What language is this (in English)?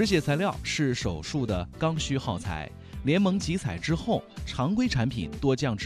Chinese